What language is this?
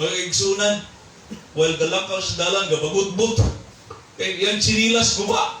Cebuano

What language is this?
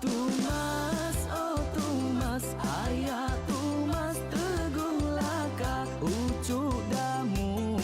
Iban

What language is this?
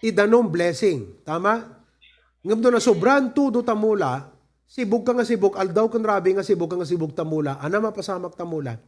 Iloko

